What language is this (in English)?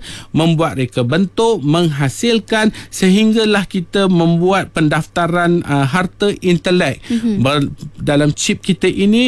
Malay